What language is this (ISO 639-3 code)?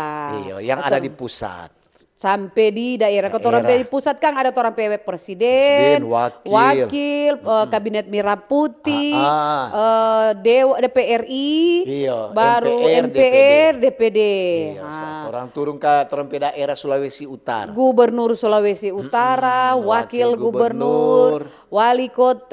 xmm